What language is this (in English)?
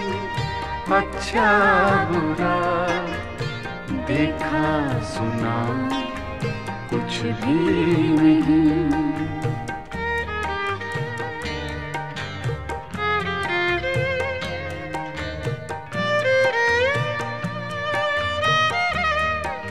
Hindi